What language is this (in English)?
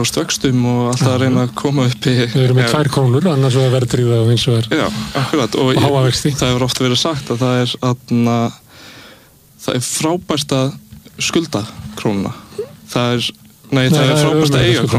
Icelandic